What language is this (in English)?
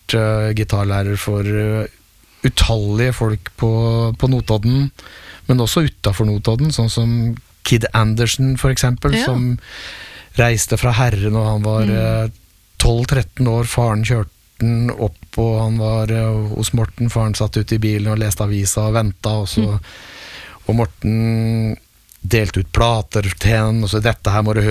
Norwegian